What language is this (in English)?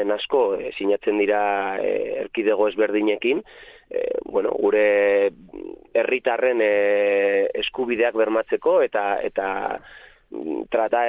Basque